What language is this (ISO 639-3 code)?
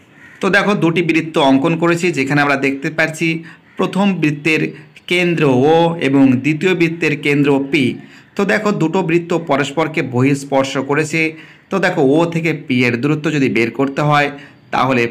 ben